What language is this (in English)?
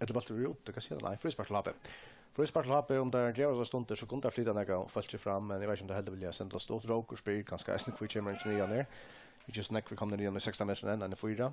Faroese